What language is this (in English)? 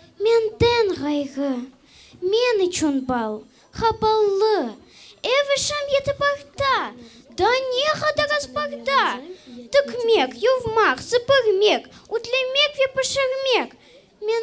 Crimean Tatar